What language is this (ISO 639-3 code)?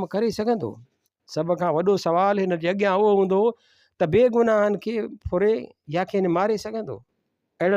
snd